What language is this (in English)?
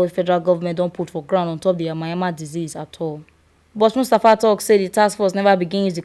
Nigerian Pidgin